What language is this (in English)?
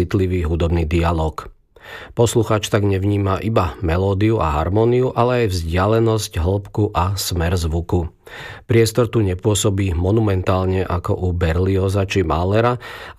Slovak